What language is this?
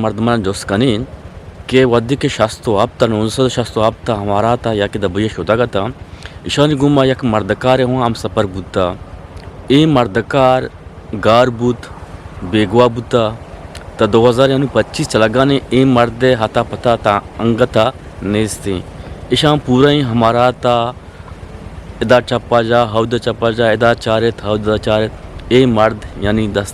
Eastern Balochi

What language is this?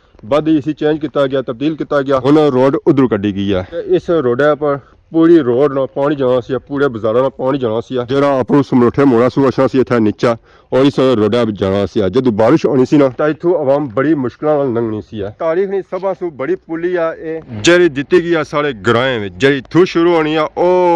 Pahari-Potwari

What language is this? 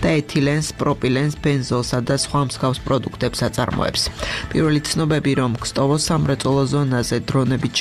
Georgian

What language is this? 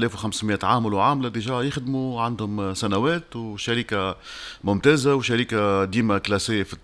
Tunisian Arabic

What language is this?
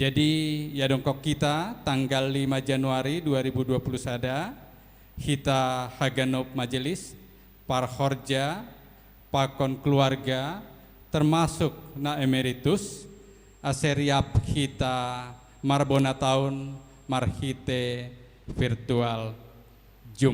Batak Simalungun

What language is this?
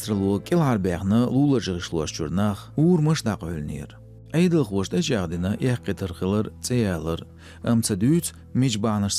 Chechen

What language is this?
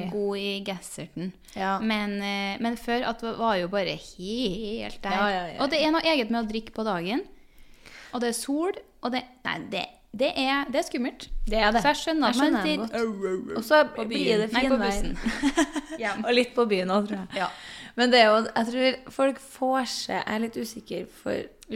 Norwegian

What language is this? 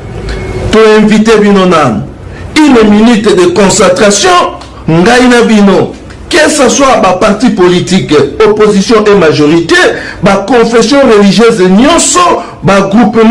Lingala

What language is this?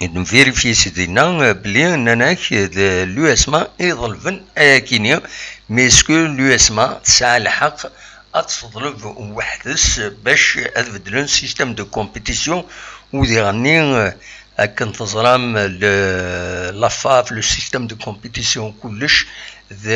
Kabyle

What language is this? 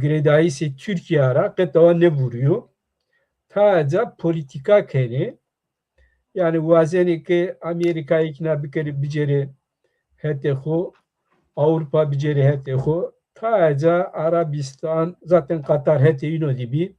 Zaza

